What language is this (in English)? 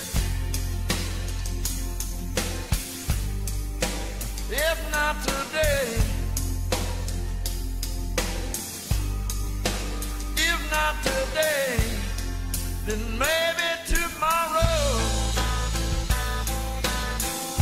English